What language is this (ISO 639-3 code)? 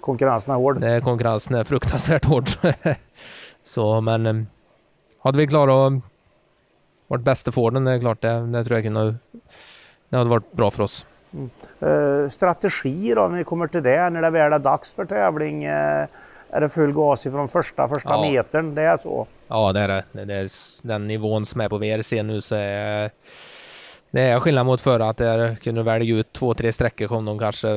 swe